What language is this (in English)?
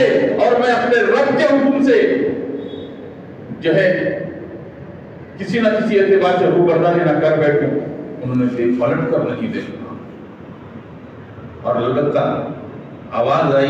Urdu